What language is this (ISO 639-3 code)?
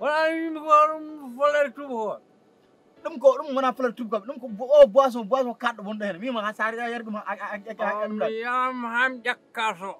ful